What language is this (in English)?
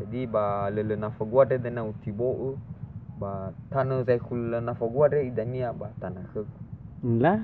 Nias